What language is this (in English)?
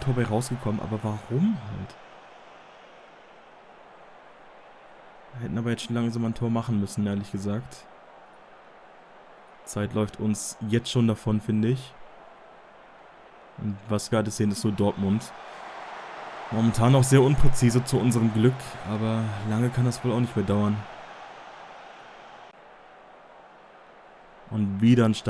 German